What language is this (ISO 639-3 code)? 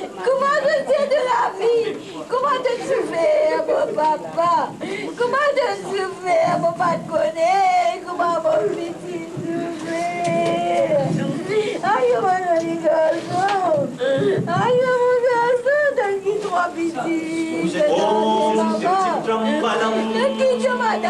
mfe